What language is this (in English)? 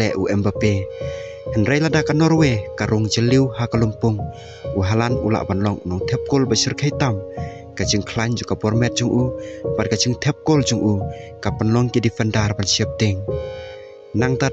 Khasi